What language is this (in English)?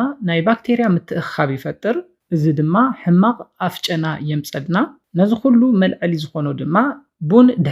Tigrinya